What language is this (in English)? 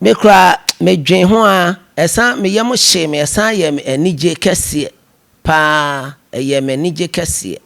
Akan